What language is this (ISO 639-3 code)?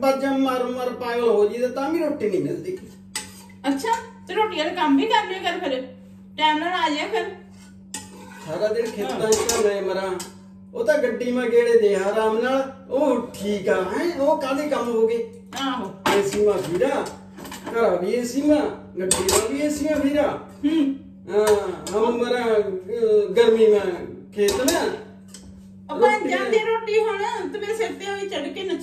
pan